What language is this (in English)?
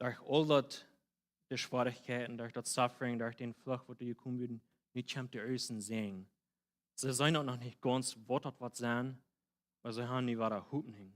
Plautdietsch